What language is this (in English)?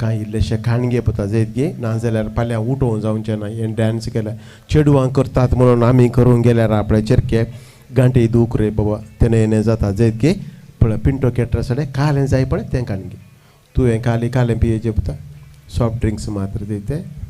Konkani